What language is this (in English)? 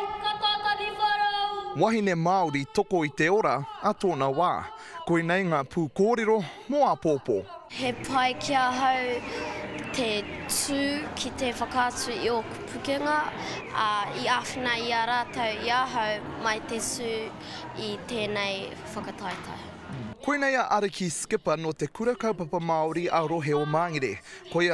Māori